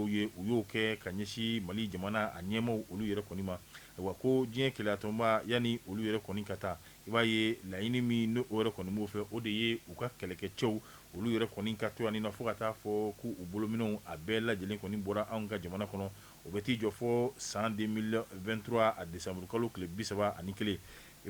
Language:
Bambara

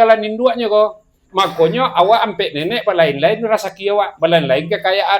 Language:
Minangkabau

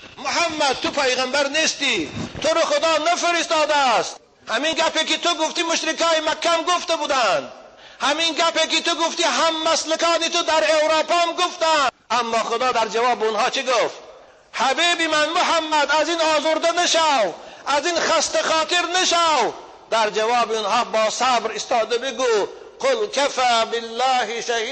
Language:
Tajik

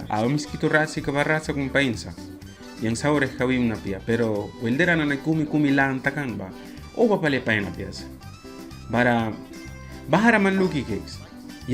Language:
Mískito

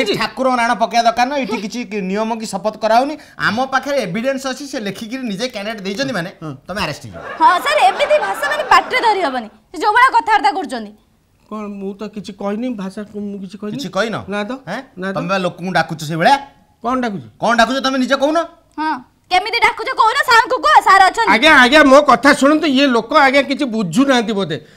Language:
Odia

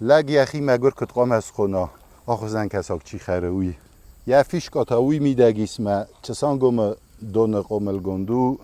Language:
Ossetic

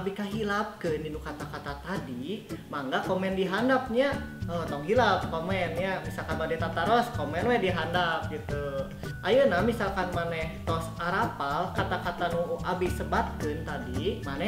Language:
Sundanese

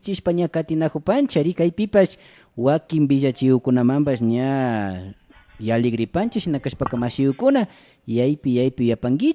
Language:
Imbabura Highland Quichua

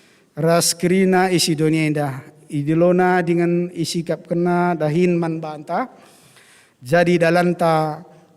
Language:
Batak Karo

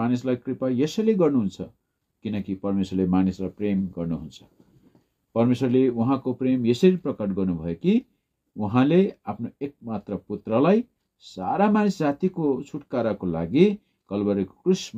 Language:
Nepali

